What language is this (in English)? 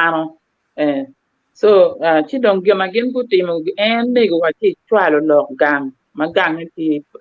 Acoli